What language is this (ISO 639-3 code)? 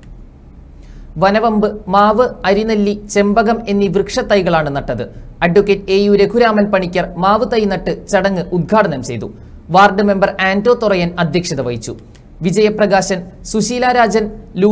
mal